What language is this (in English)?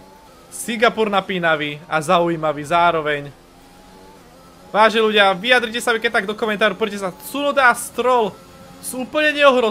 Slovak